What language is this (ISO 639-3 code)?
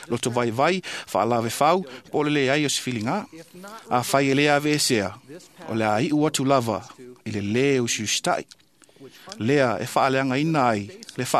smo